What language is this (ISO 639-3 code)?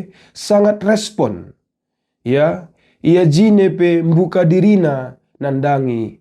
btx